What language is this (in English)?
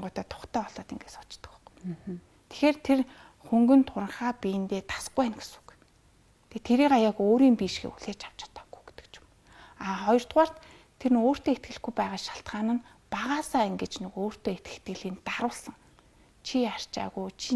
Mongolian